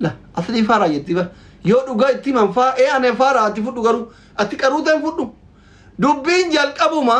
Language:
Oromo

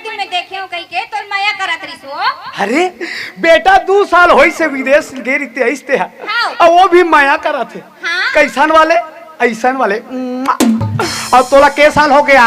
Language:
Chhattisgarhi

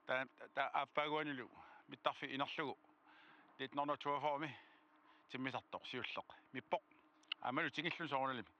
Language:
Kalaallisut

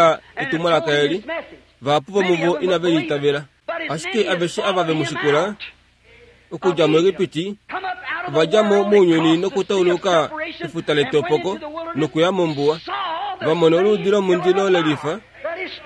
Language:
Kuanyama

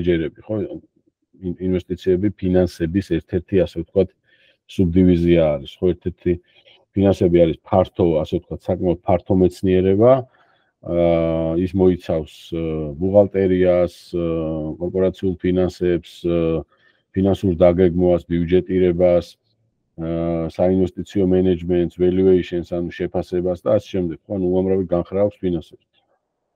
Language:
Georgian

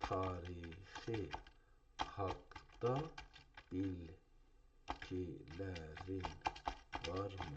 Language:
South Azerbaijani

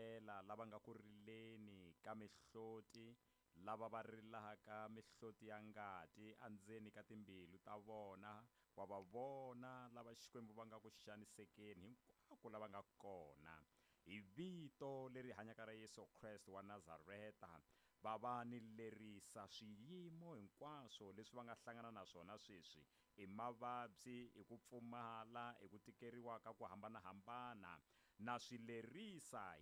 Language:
Tsonga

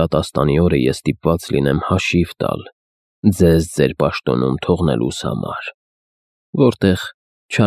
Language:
Armenian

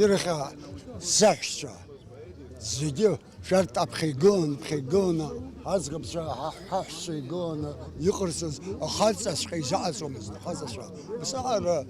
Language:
Abkhazian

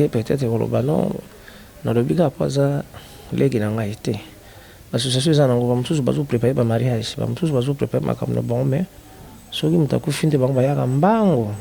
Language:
Lingala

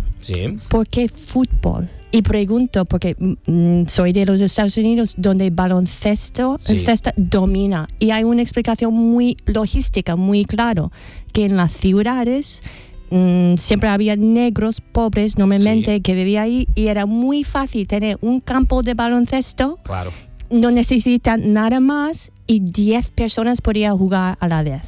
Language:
Spanish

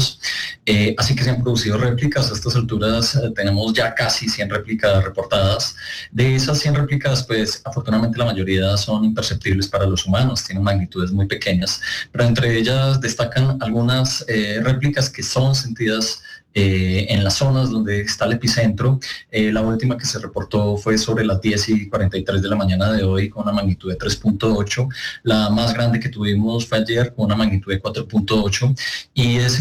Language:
Spanish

